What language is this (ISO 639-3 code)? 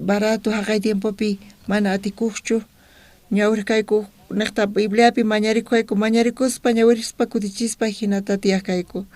quh